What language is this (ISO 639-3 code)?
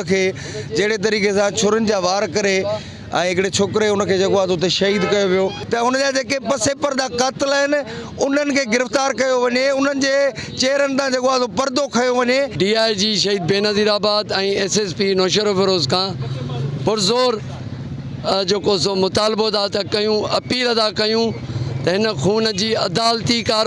snd